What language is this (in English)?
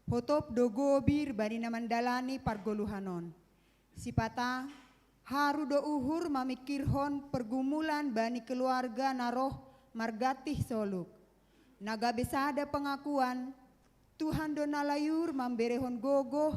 Batak Simalungun